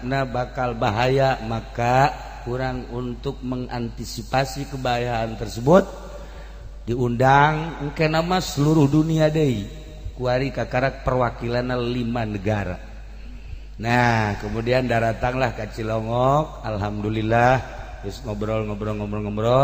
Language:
Sundanese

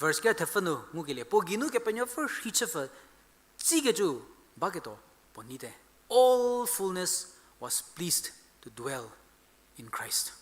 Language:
Angami Naga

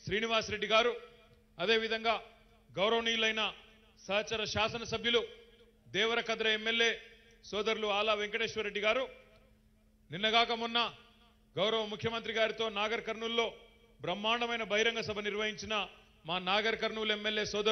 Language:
Telugu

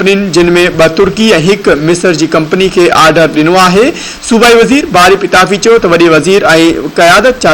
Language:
Sindhi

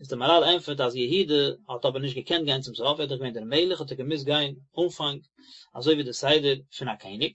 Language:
Yiddish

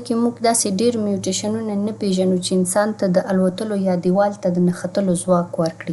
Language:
Pashto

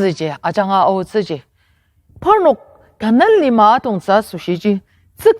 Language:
Ao Naga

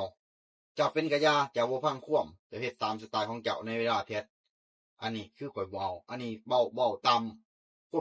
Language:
Lao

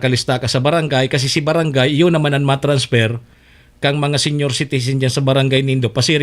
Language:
Bikol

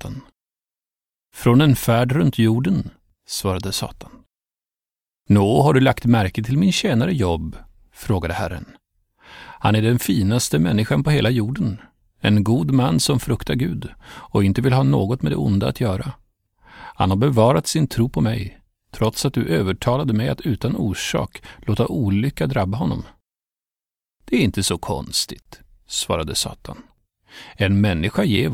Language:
Swedish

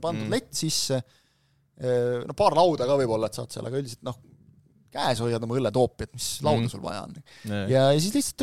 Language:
Estonian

